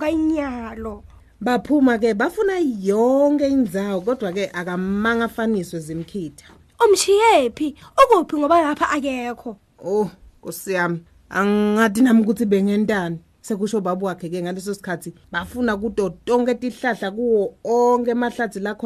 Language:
Swati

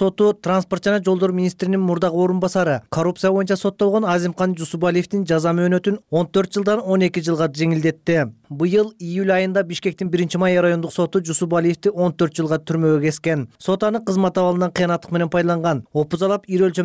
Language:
Kyrgyz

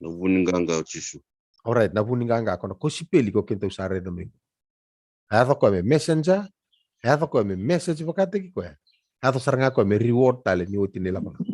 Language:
Fijian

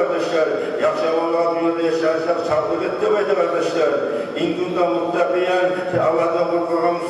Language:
Kumyk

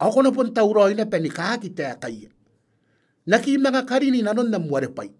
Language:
Gilbertese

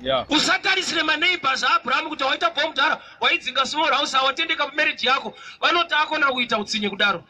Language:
Shona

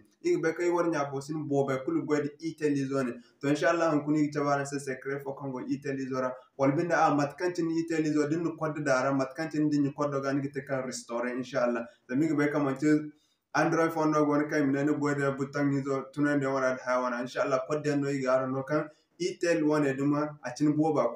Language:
Zarma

